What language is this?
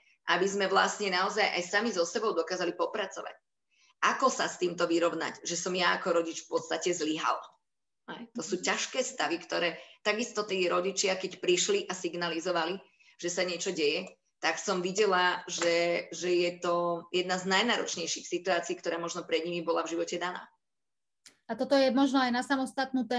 Slovak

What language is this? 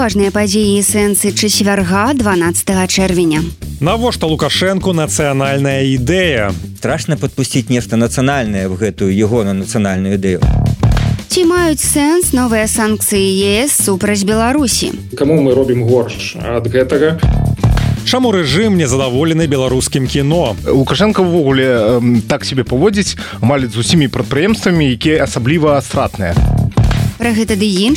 Belarusian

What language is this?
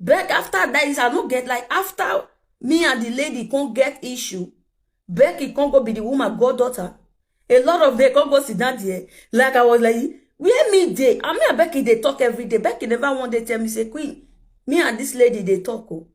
Nigerian Pidgin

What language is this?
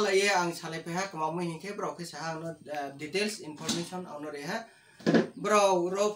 Riang (India)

